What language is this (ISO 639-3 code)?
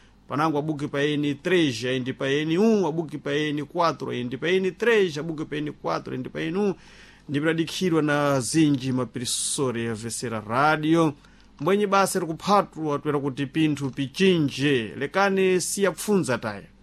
seh